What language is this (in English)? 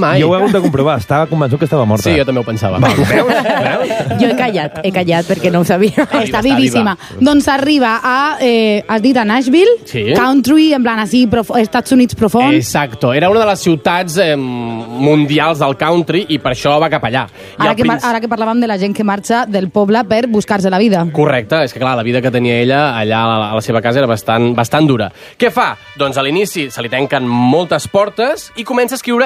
Catalan